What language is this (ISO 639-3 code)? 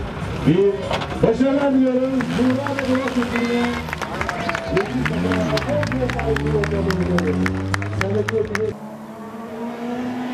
tur